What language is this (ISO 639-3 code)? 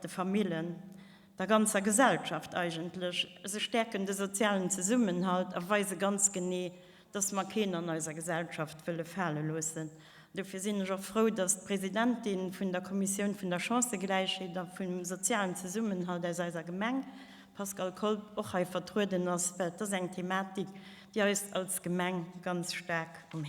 ltz